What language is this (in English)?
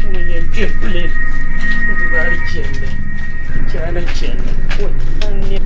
Dagbani